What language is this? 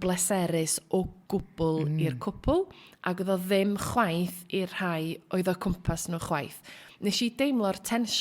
Welsh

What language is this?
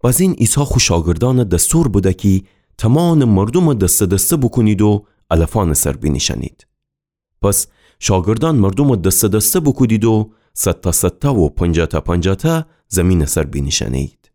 Gilaki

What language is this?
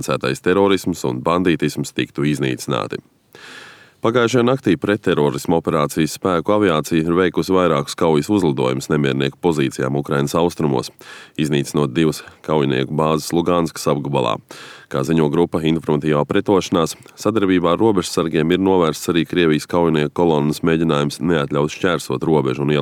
Latvian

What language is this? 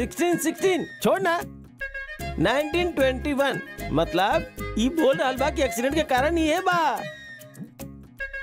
Bhojpuri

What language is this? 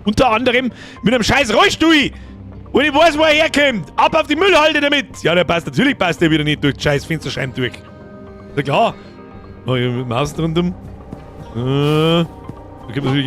Bavarian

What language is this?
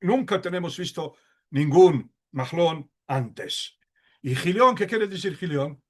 Ladino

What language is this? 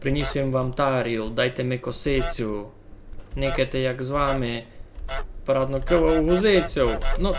Rusyn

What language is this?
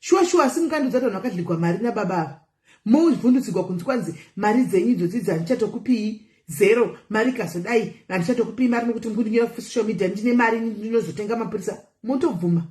Shona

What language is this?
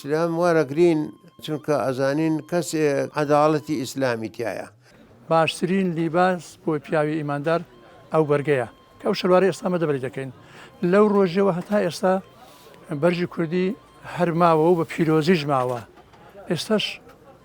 Central Kurdish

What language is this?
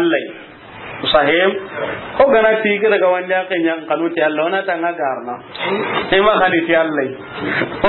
Soninke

